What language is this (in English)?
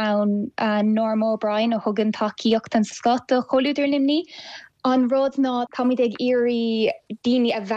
Irish